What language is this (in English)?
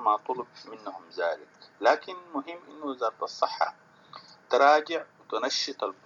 Sudanese Arabic